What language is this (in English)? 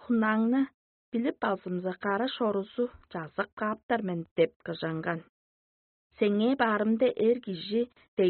Tuvinian